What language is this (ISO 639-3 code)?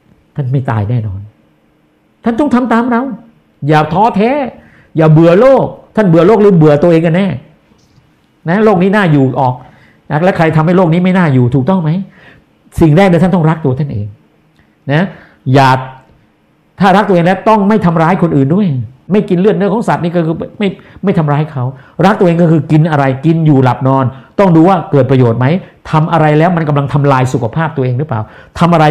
tha